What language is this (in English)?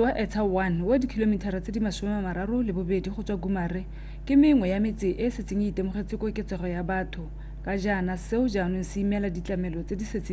Tswana